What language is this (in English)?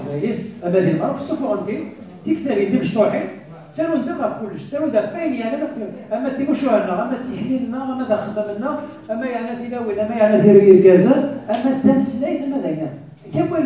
Kabyle